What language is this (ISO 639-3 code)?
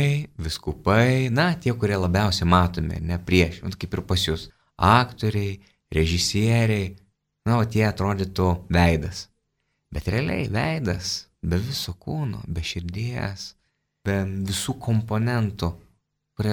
lit